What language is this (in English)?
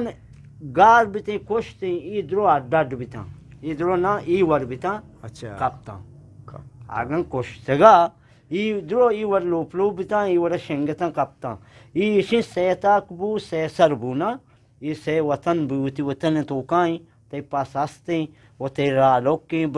Eastern Balochi